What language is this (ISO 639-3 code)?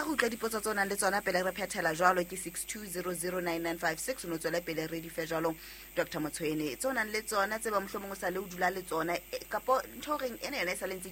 sot